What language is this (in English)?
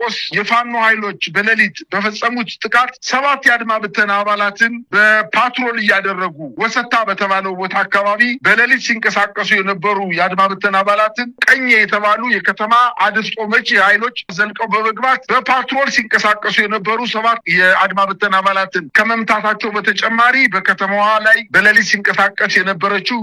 Amharic